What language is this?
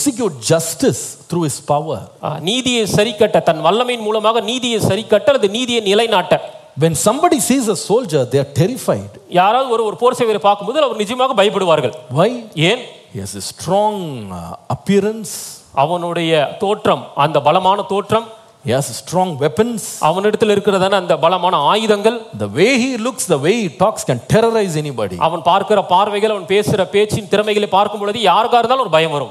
Tamil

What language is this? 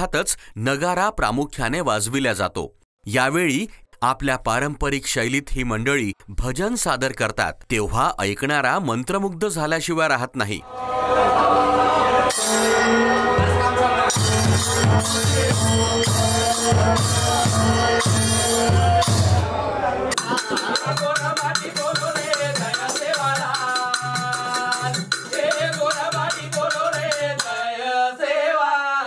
Marathi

